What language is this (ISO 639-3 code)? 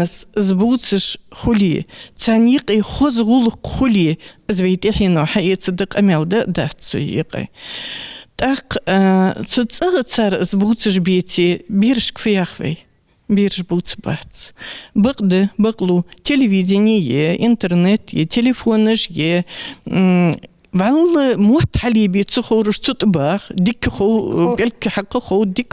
inh